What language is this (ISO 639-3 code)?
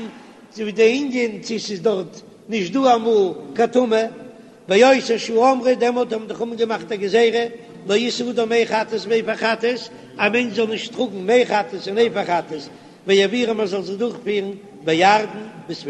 yid